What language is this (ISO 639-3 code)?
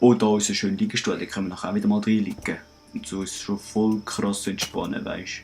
gsw